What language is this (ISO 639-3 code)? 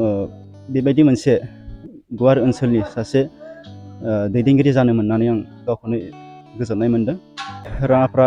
brx